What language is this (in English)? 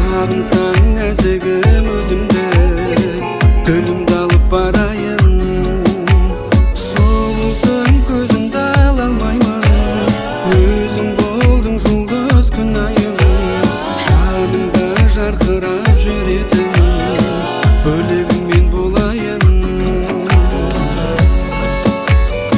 Kazakh